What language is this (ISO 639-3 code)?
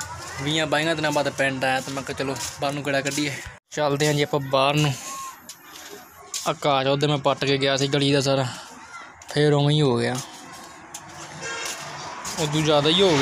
pan